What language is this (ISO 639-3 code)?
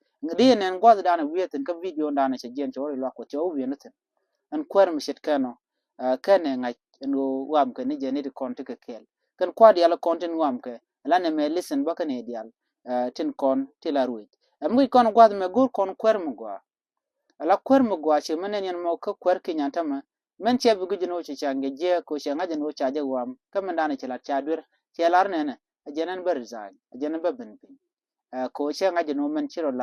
nus